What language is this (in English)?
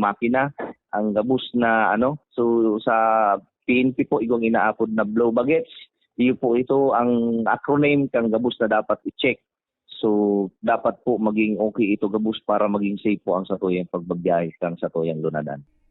Bikol